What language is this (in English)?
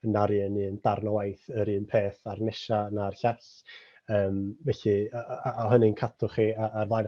Welsh